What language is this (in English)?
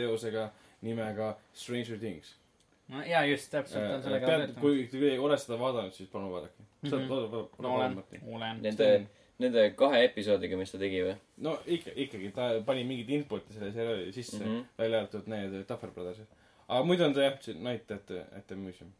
Estonian